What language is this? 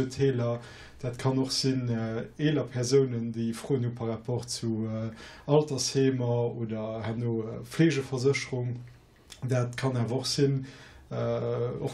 Luxembourgish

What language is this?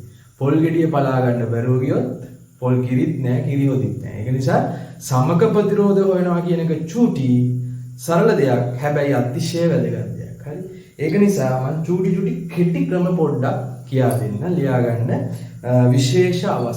Sinhala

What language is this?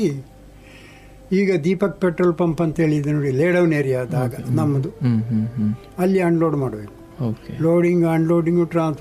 Kannada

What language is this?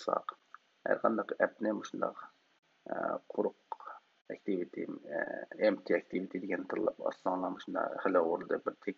Uyghur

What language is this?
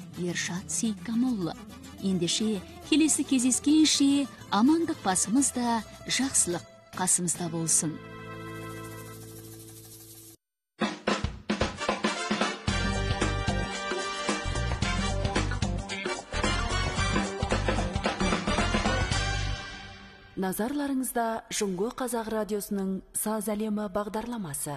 Kazakh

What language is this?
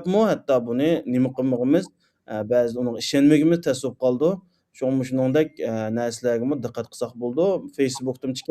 Uyghur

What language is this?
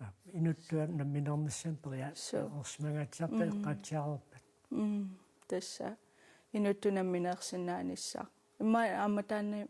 Kalaallisut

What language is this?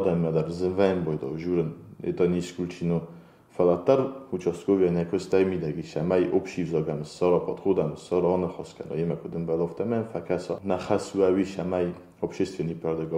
Ossetic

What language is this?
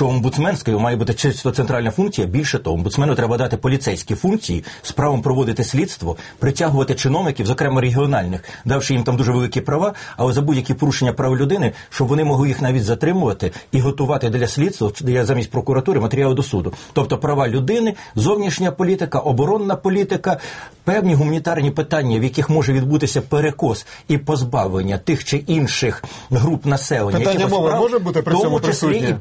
Ukrainian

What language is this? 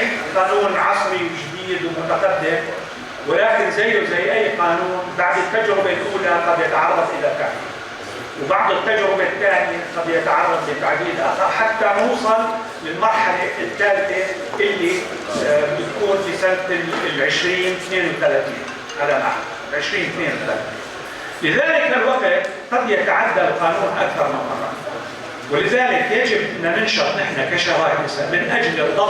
North Levantine Arabic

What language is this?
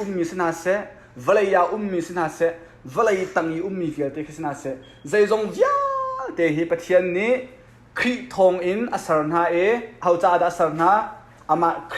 Hakha Chin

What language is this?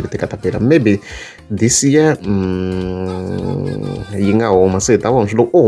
Tsonga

